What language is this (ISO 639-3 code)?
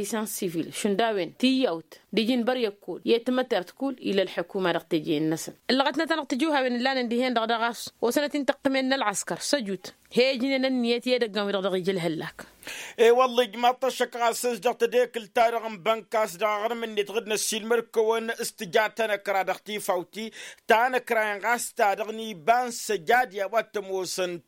taq